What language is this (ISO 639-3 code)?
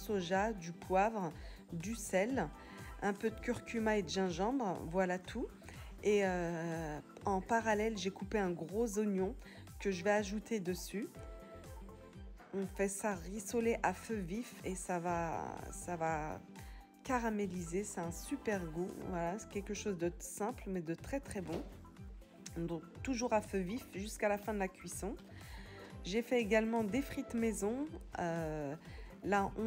fra